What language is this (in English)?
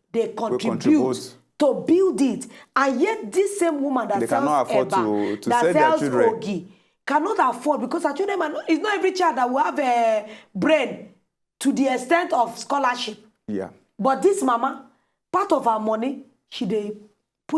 Nigerian Pidgin